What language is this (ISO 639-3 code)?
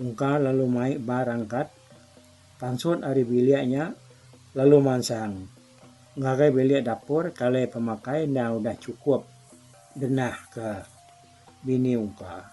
iba